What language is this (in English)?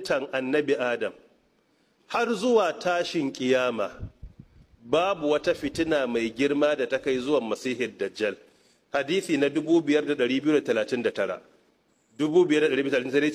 Hausa